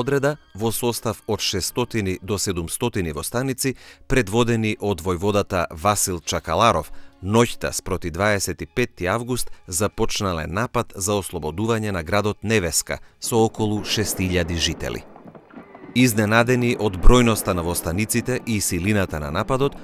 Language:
Macedonian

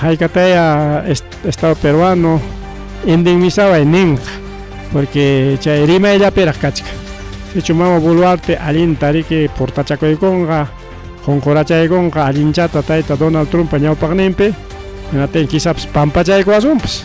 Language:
Ayacucho Quechua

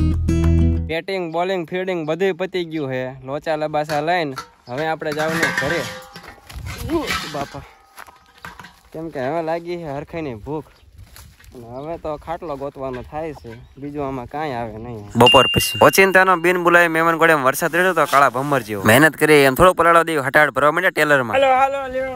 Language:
Gujarati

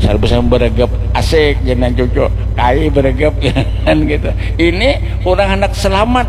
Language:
Banjar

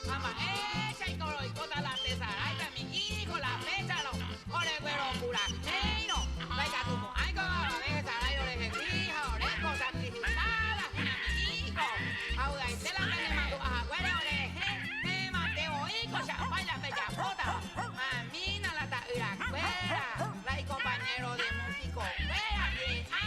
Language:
Guarani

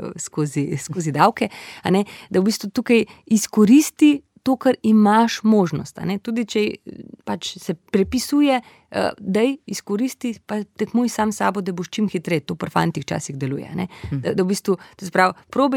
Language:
Slovenian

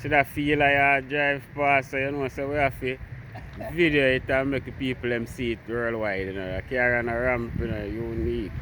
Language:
Jamaican Creole English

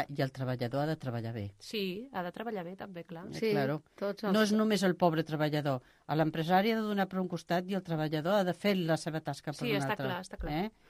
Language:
Catalan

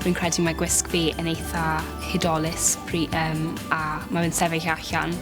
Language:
Welsh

